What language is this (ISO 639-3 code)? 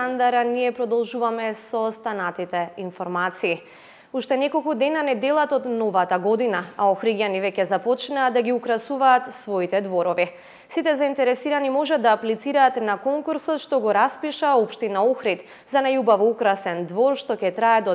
mkd